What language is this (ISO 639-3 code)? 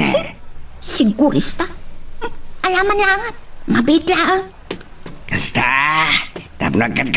ilo